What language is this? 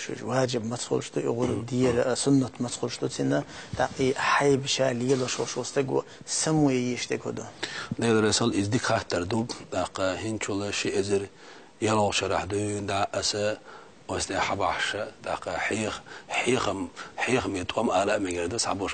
Chechen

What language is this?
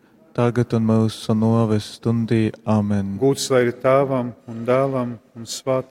Latgalian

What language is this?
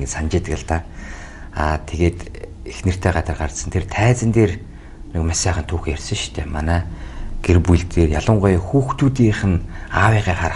Mongolian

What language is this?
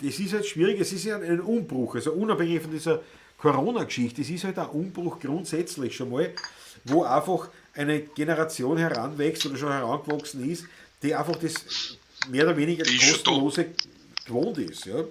Bavarian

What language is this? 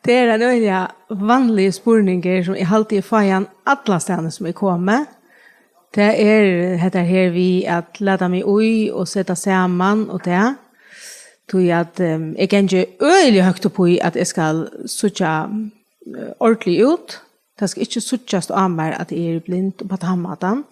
Faroese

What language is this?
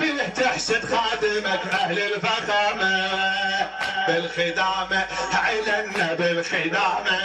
Mesopotamian Arabic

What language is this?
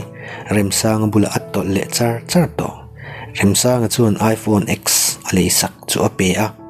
Mizo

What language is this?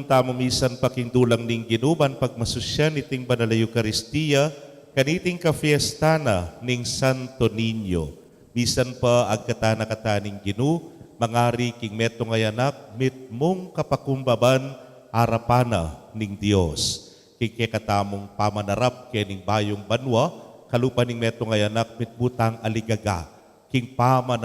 Pampanga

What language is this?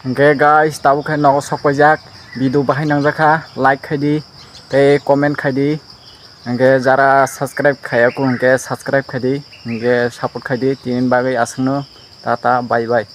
Kok Borok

